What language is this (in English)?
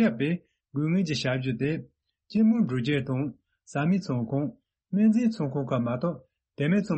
Tibetan